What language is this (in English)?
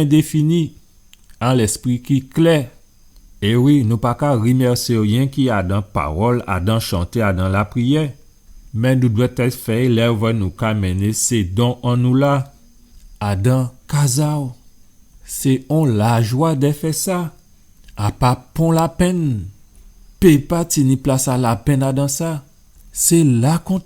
Guadeloupean Creole French